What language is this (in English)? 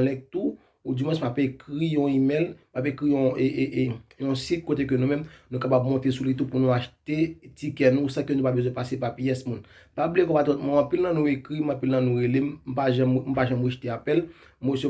Haitian Creole